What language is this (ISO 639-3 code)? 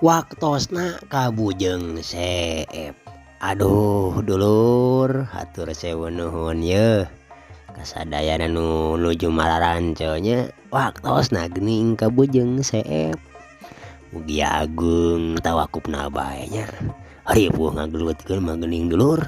sun